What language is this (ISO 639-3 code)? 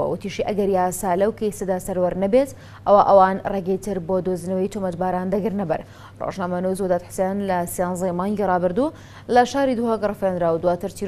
pus